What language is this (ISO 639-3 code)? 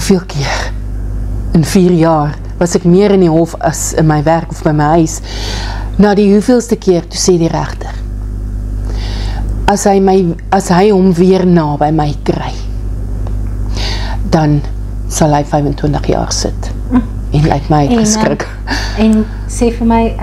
afr